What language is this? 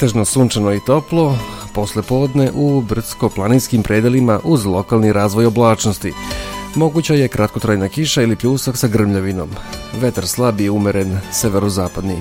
Serbian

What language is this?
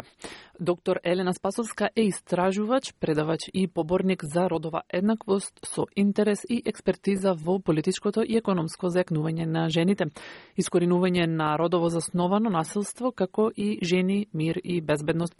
Macedonian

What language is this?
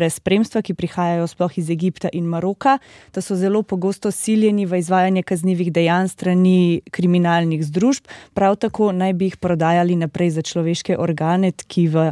Slovenian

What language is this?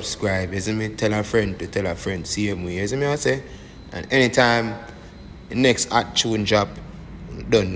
Jamaican Creole English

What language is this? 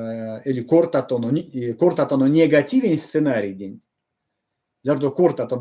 Erzya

